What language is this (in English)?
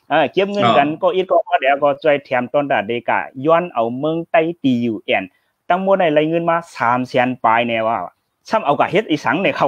Shan